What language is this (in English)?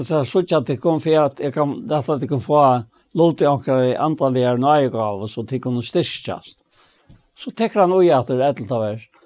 Faroese